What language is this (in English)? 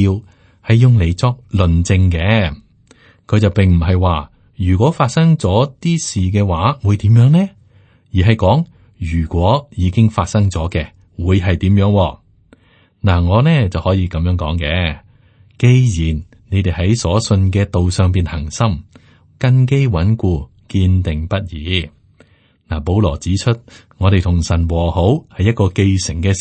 Cantonese